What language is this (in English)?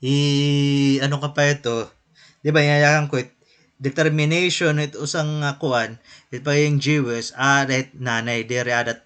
Waray